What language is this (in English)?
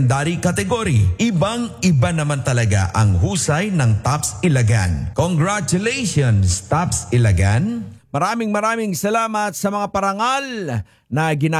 Filipino